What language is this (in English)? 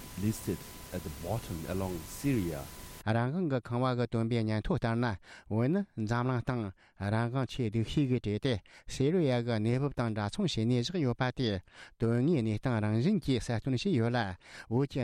Tibetan